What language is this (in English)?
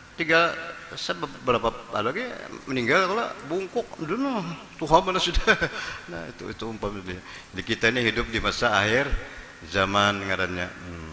Banjar